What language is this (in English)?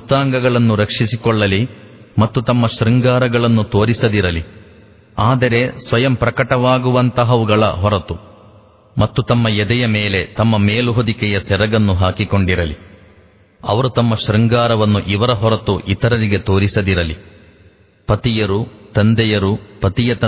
Kannada